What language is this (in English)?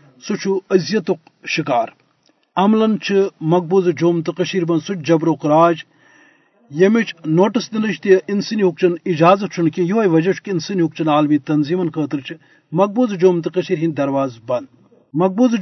Kashmiri